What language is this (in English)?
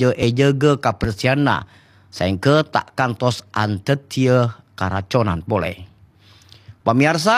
Madurese